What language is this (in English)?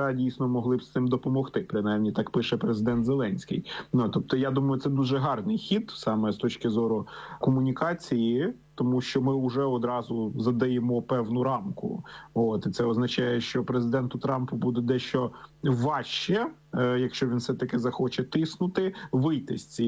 Ukrainian